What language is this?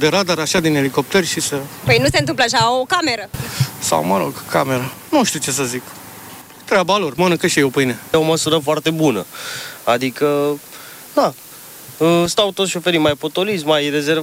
Romanian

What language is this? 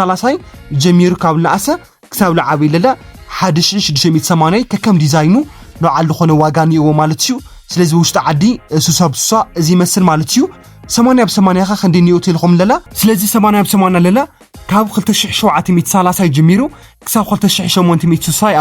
Tigrinya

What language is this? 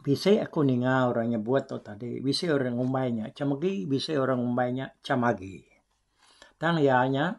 Iban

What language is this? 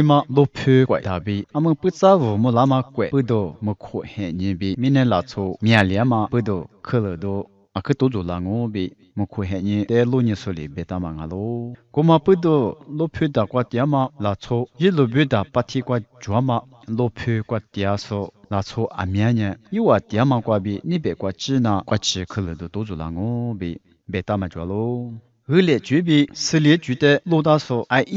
Lisu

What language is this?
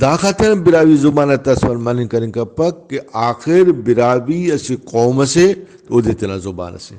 Brahui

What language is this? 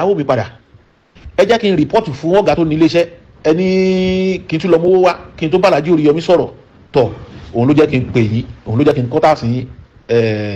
Yoruba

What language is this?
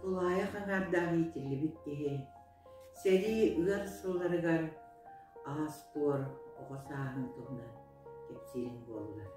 Yakut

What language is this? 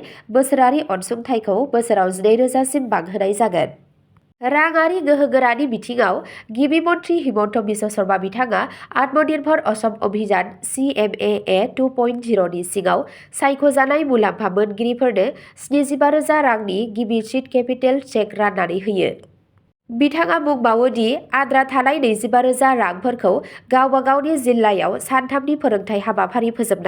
Bodo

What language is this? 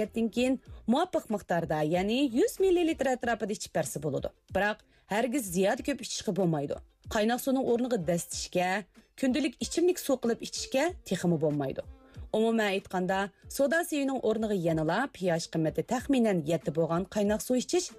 Uyghur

